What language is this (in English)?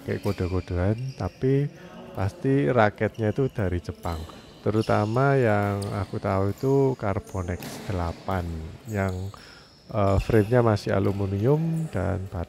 Indonesian